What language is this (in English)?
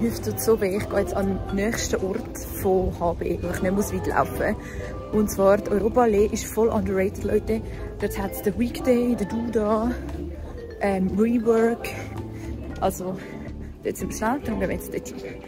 Swiss German